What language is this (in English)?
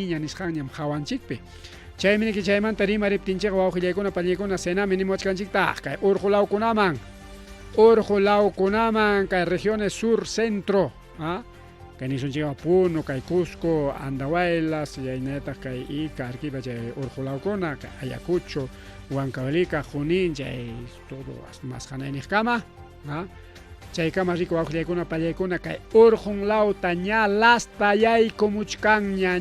Ayacucho Quechua